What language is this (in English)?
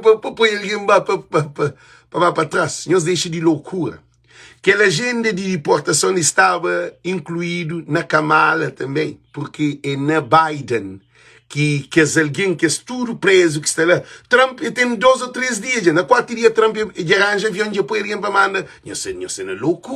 Kabuverdianu